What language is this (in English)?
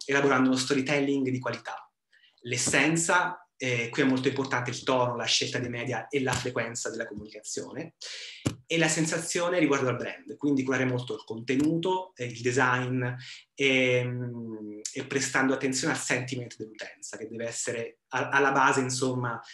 Italian